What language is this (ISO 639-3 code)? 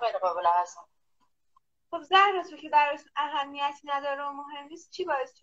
fas